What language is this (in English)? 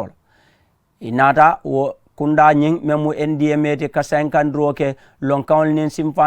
Mandingo